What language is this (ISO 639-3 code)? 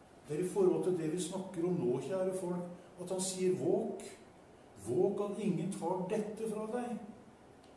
nor